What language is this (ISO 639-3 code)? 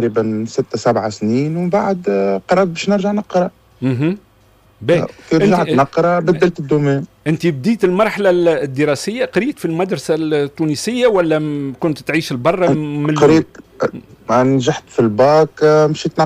aeb